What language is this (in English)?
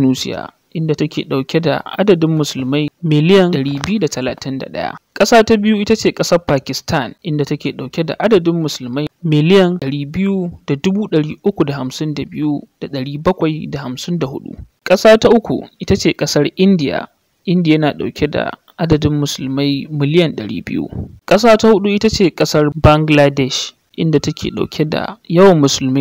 Hausa